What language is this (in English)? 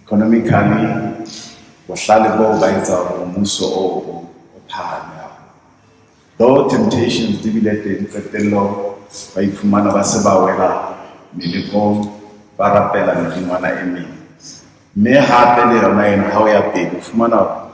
Southern Sotho